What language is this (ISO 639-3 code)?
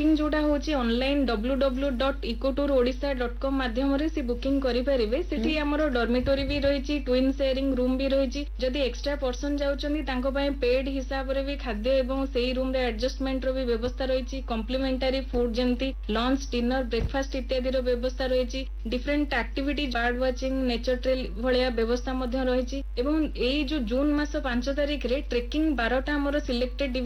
ori